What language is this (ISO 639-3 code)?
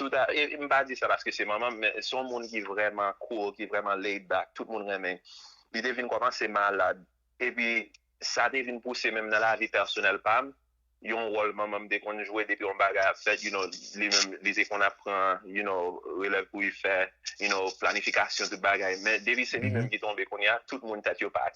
hat